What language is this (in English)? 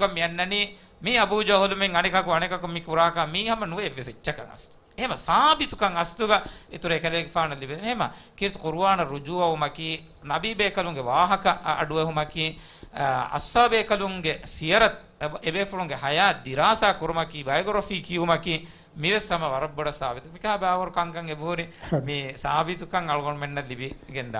Divehi